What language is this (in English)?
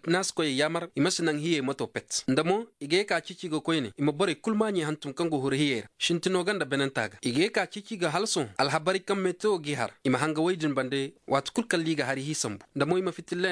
Zarma